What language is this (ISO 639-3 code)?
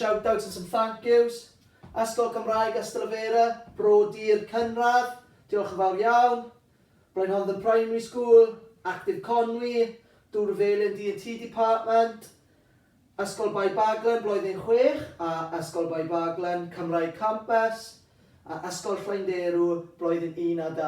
cym